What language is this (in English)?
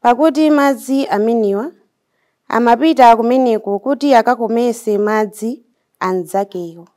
Nyanja